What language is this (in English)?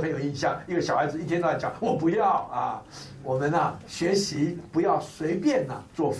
Chinese